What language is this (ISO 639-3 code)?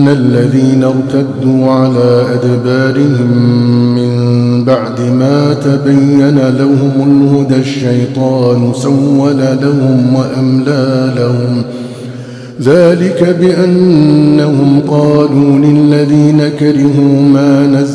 ara